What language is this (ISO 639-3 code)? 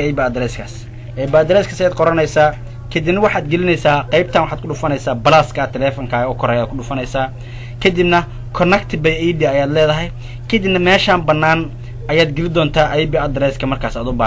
som